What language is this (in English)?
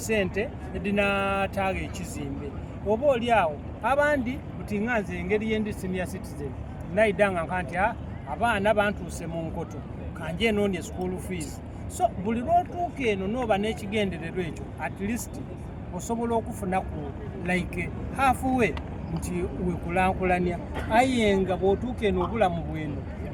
Soga